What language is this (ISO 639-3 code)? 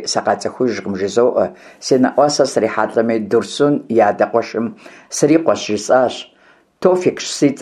kbd